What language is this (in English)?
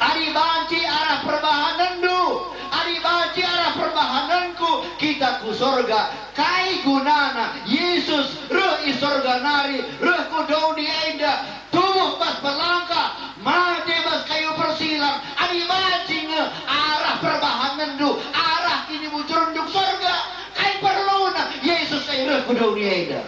Batak Karo